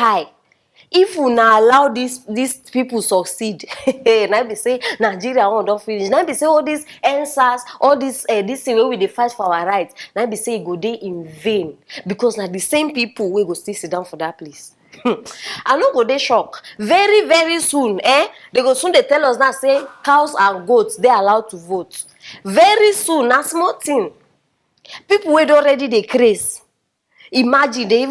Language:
Nigerian Pidgin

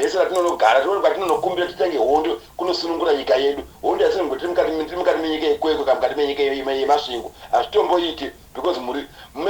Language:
Shona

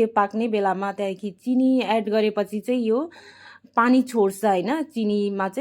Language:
Nepali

